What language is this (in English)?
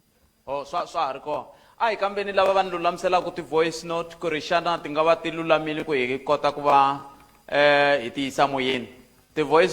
Tsonga